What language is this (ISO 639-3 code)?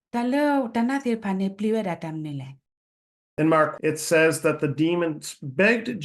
ksw